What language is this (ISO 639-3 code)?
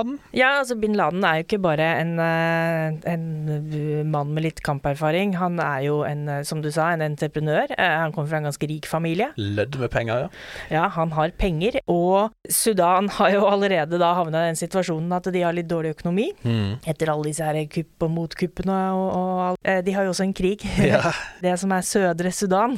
nor